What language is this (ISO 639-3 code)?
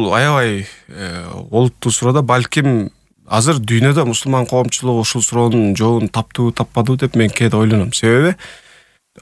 kir